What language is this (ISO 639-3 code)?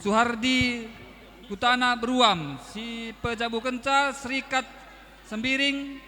btx